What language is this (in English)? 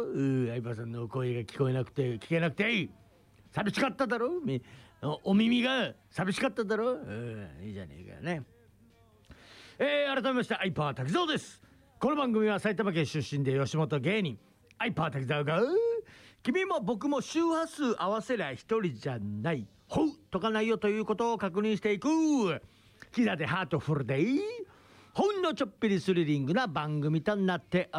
Japanese